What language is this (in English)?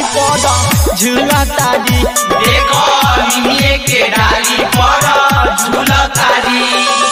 Bhojpuri